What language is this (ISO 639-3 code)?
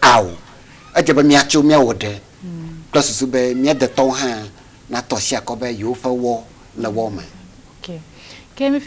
ewe